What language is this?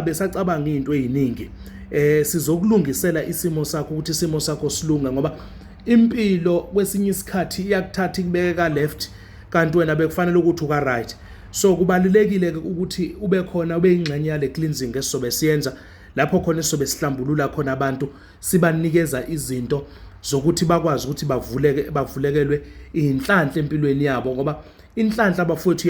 Zulu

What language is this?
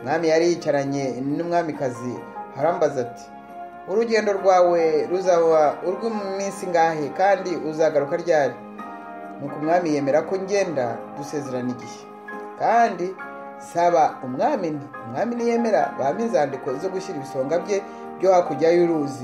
Kinyarwanda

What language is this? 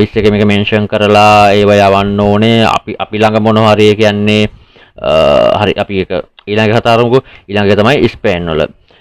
Sinhala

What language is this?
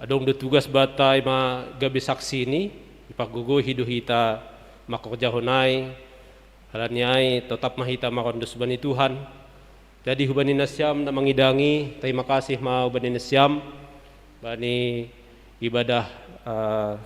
Batak Simalungun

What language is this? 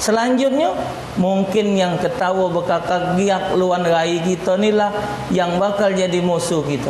Musi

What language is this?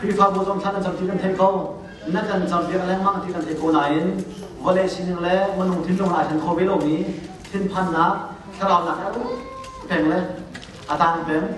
Hakha Chin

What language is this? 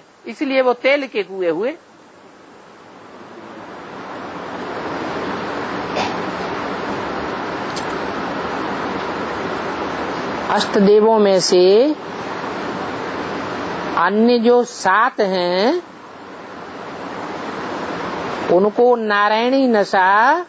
Hindi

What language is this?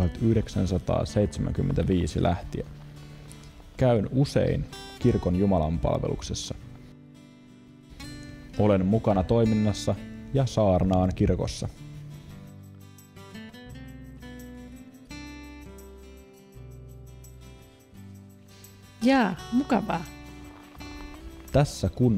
Finnish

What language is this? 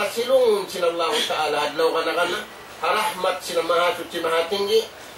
Tausug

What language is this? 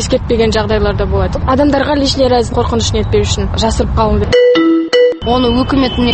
Kazakh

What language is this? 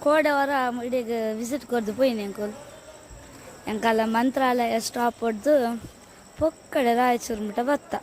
Tulu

